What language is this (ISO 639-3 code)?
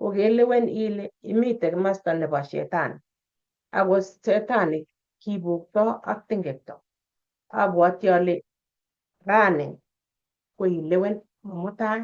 kln